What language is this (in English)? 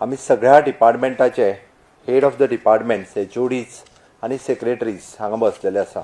Konkani